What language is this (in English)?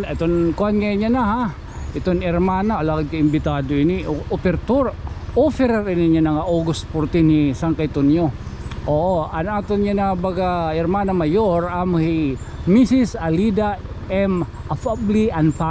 Waray